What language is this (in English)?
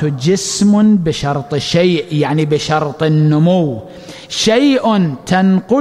Arabic